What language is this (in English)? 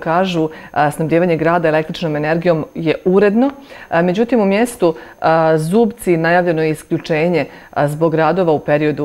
Bosnian